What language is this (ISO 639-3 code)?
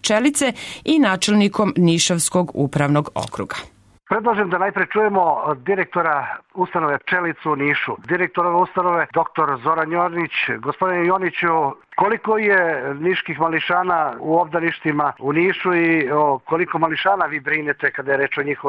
srp